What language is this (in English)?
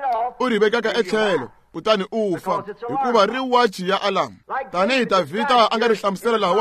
Tsonga